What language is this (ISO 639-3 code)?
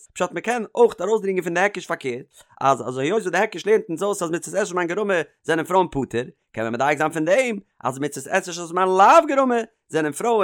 yid